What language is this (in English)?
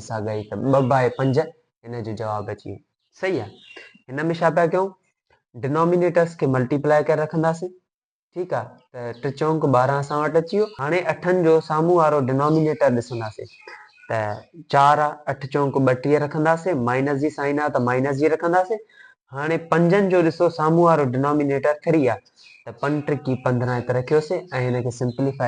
Sindhi